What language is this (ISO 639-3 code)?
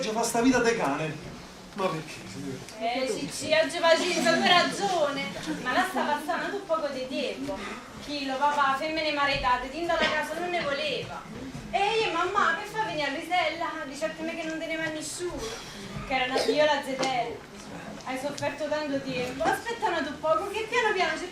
nap